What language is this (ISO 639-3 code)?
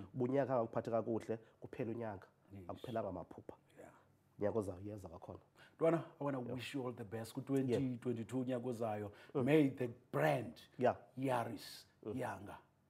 xho